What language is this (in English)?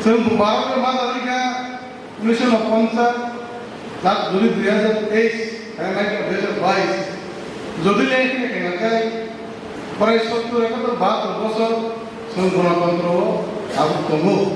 Kok Borok